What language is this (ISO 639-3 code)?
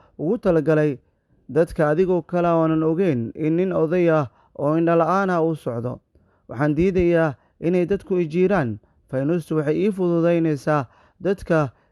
som